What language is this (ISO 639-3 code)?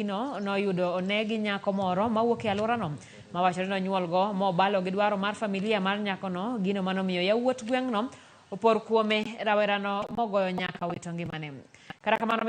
luo